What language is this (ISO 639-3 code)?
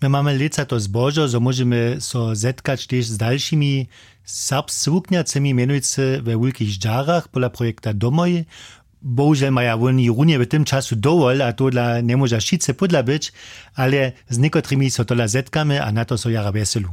hsb